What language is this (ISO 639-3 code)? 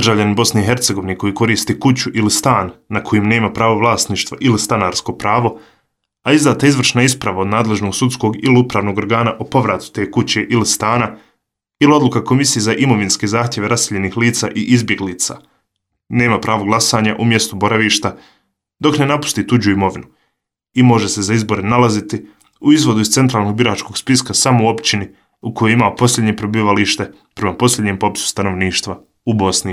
bos